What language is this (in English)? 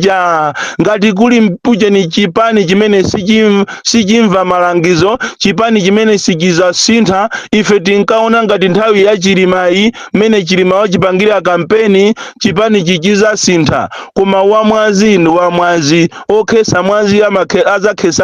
Nyanja